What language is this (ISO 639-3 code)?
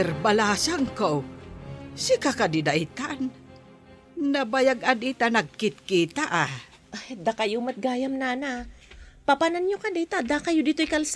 ilo